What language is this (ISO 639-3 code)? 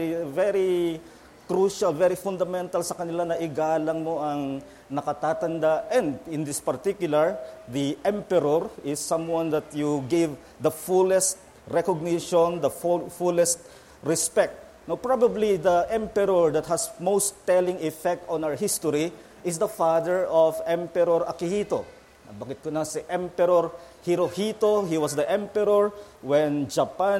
fil